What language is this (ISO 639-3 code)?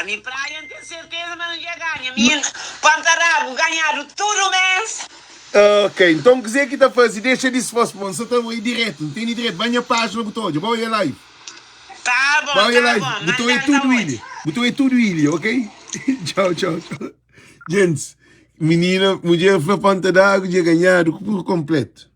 kea